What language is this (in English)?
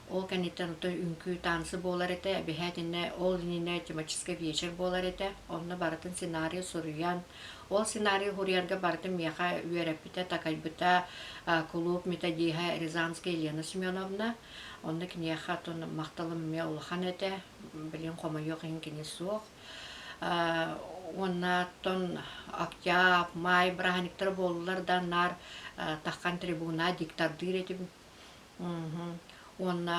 Yakut